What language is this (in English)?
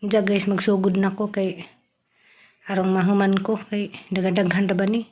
Cebuano